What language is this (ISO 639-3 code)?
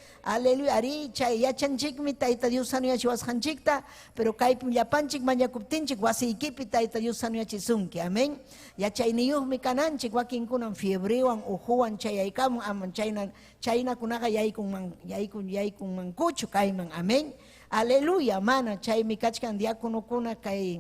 quy